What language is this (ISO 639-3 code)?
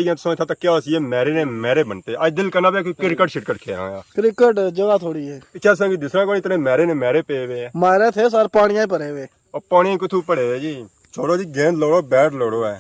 phr